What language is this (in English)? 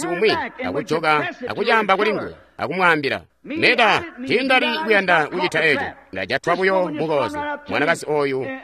Tonga (Zambia)